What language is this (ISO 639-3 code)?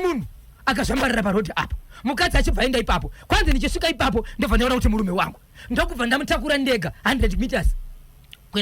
sna